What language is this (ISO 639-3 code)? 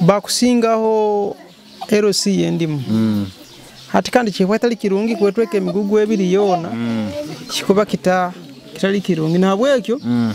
nyo